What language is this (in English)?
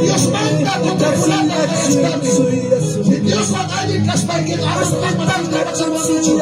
Ayacucho Quechua